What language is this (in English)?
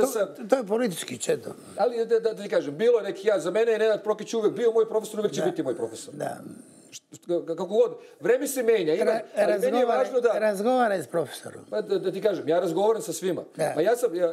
Serbian